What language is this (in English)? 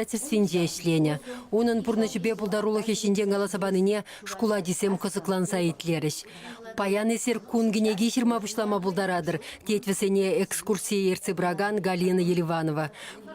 Chuvash